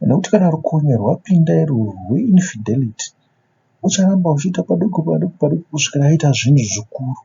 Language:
Shona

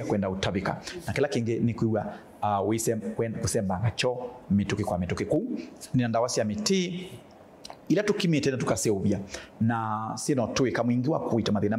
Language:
Kamba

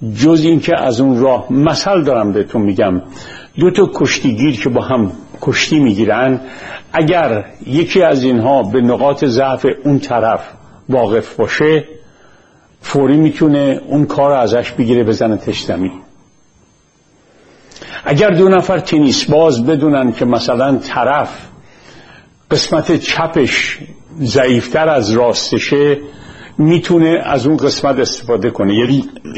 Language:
Persian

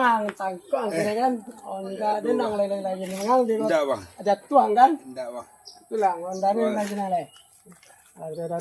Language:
Minangkabau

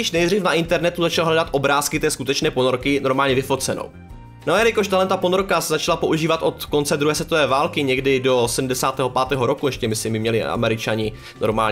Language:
Czech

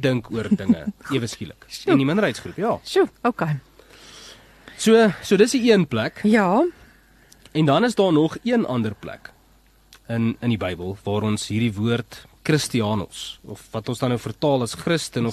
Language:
Afrikaans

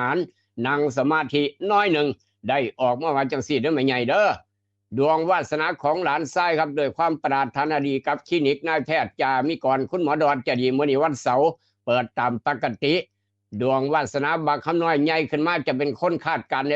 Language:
Northeastern Thai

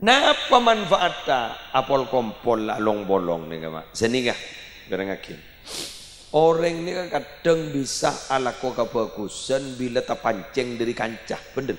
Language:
Madurese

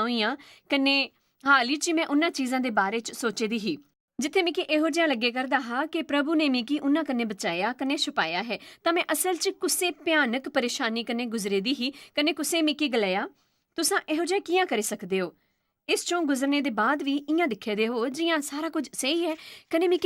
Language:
Dogri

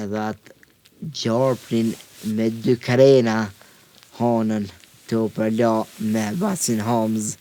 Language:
Albanian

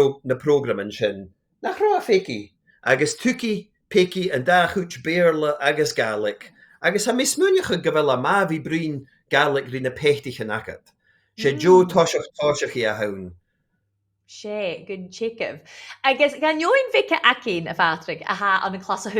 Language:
Scottish Gaelic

